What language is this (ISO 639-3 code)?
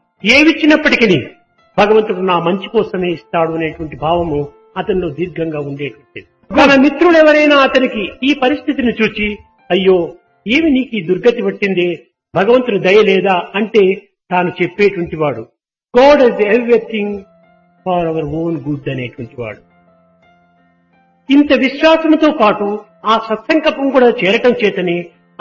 tel